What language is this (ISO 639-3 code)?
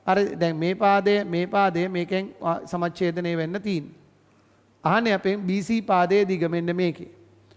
sin